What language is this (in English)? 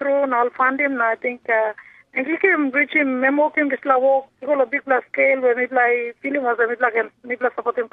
Tok Pisin